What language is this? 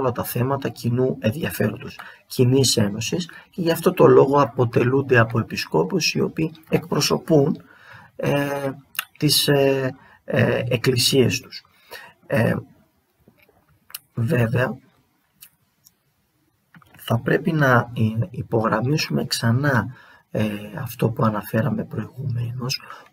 Greek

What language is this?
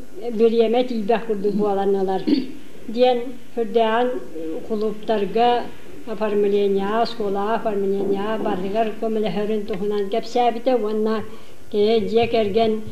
Yakut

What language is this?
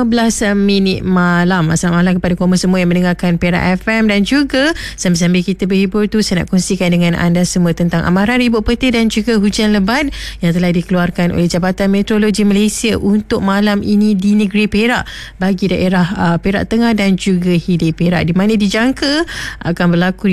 Malay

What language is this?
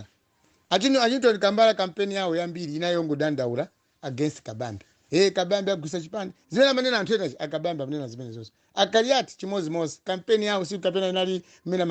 Nyanja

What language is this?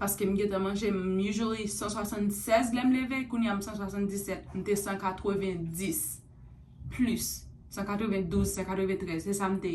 Haitian Creole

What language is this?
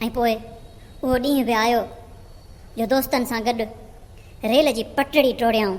Sindhi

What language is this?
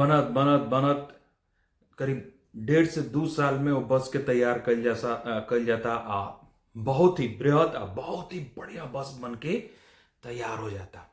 Bhojpuri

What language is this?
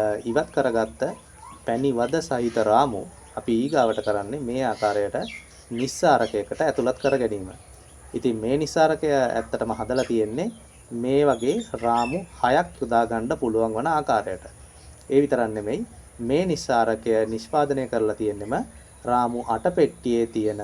Sinhala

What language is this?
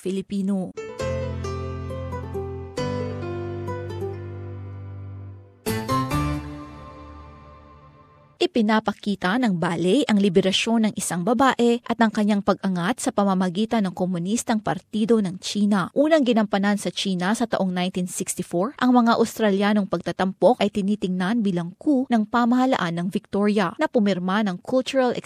Filipino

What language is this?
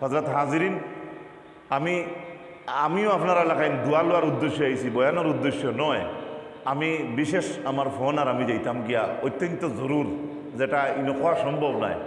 Sylheti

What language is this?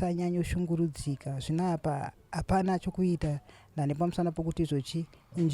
Shona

